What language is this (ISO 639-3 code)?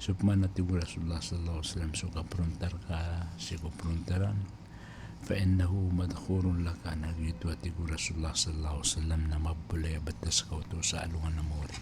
mrw